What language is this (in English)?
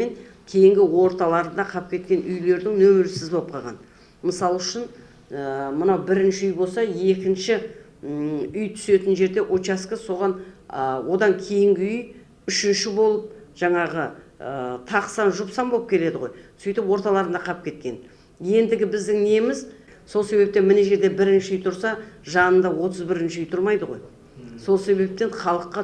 Kazakh